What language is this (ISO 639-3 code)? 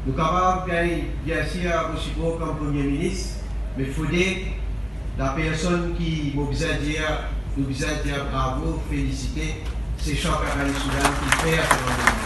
mfe